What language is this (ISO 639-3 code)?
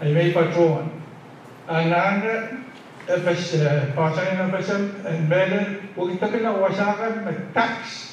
pon